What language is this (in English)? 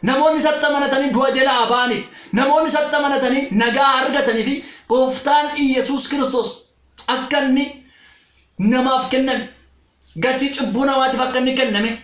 Oromo